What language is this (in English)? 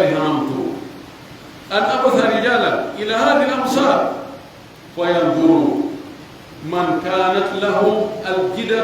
Pular